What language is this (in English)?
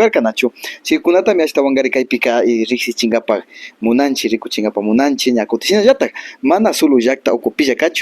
Imbabura Highland Quichua